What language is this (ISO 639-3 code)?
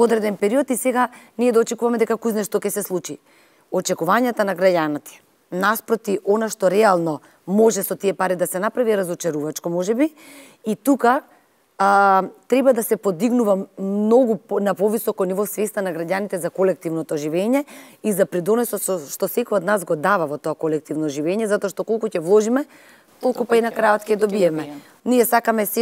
mkd